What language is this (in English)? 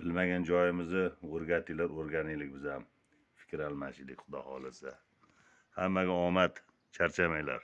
Uzbek